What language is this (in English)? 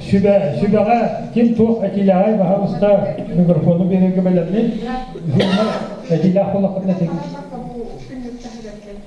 Yakut